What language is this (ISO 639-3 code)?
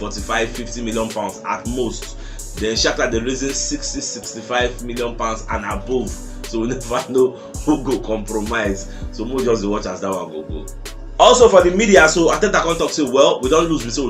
pcm